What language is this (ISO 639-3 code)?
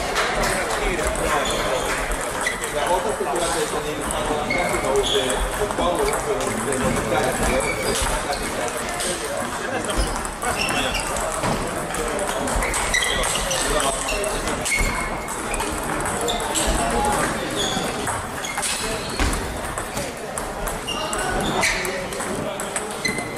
fin